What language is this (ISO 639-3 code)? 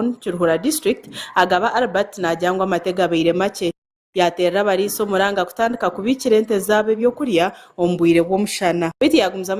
nyn